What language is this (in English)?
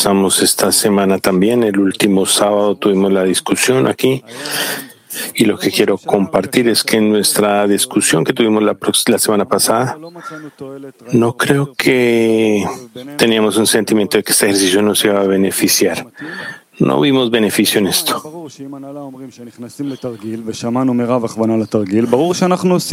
Spanish